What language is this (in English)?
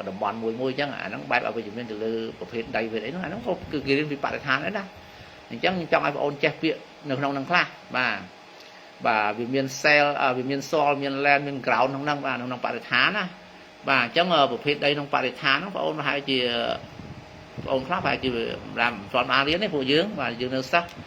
Khmer